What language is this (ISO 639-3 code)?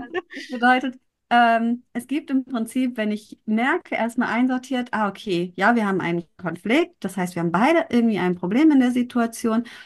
deu